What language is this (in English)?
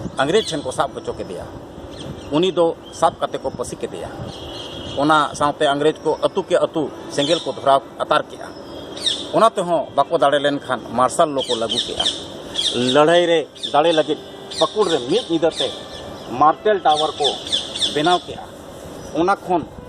Santali